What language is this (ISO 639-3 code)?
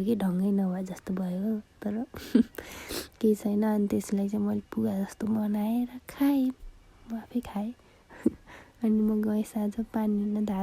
nep